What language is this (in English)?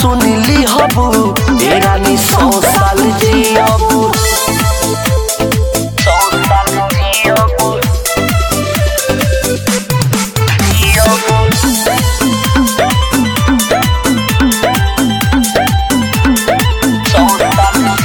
Bhojpuri